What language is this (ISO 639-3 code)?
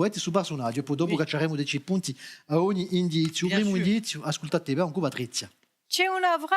cos